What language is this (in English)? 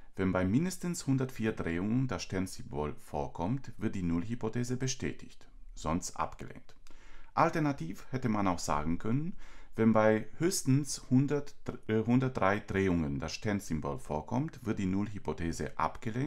German